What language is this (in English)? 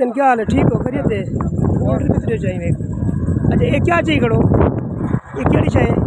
Saraiki